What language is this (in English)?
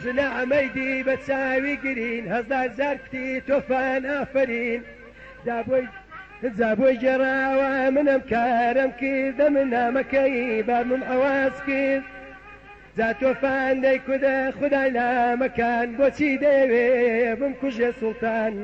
Central Kurdish